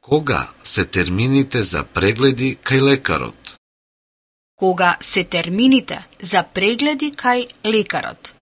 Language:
Macedonian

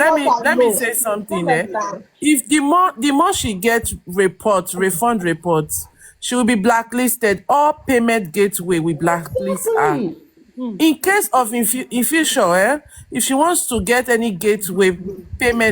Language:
Nigerian Pidgin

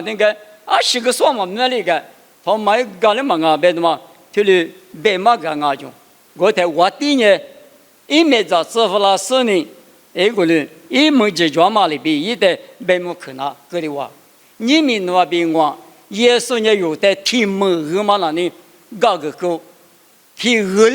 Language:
Lisu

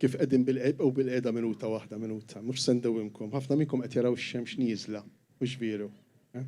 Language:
Maltese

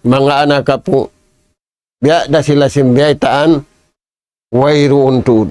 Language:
Tausug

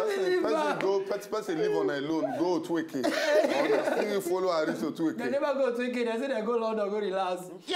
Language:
Nigerian Pidgin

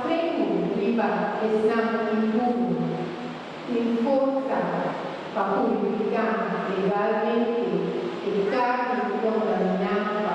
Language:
Papiamento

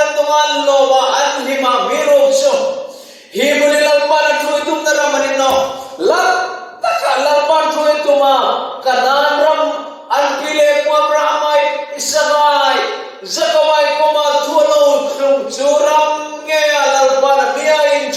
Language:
Hmar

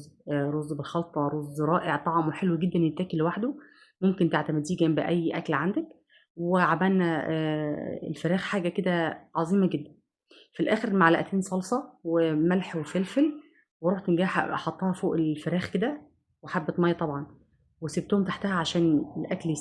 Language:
Egyptian Arabic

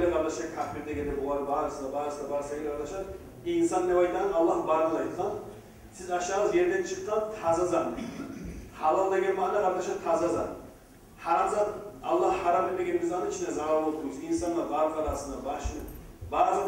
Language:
Kumyk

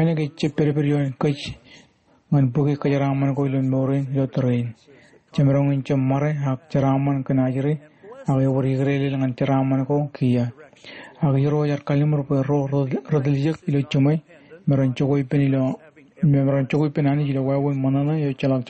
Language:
Marshallese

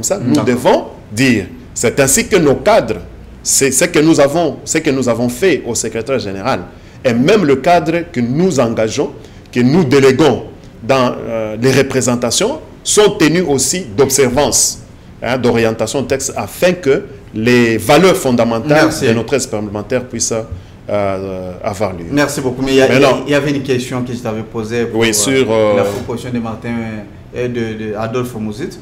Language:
French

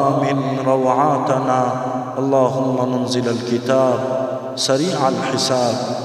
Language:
Tajik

